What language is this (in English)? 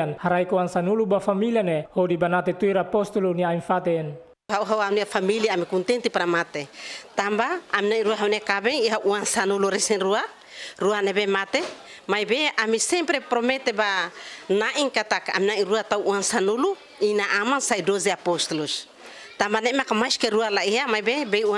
Tetum